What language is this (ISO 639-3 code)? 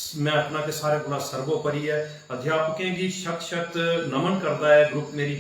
doi